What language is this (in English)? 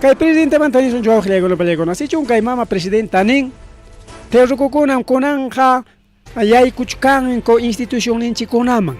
Ayacucho Quechua